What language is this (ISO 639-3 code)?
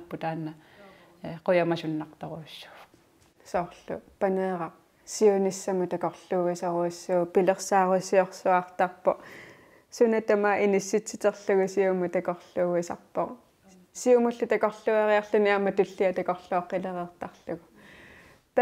kal